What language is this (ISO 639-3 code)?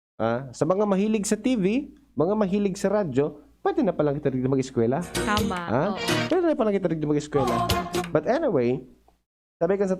bik